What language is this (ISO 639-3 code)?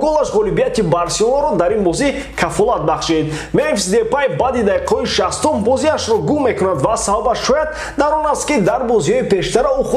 tgk